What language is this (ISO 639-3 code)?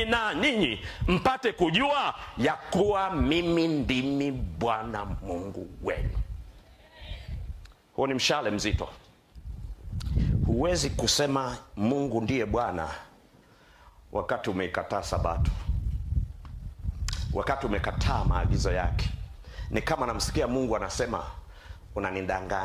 swa